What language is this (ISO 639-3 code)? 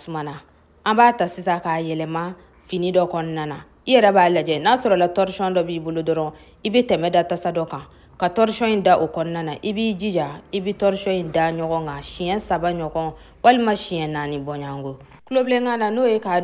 bam